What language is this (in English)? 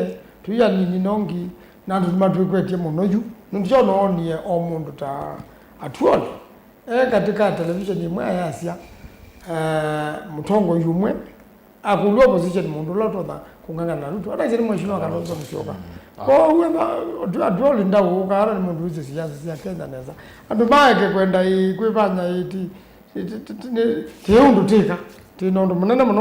Kamba